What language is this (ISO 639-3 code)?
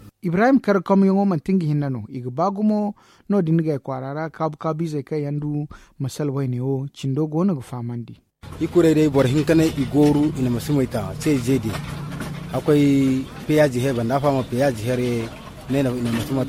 dje